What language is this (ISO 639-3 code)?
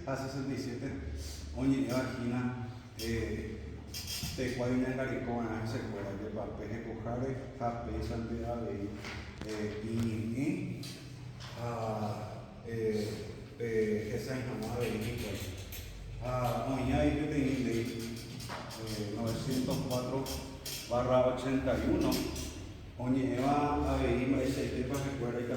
grn